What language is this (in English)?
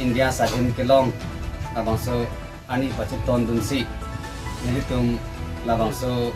Karbi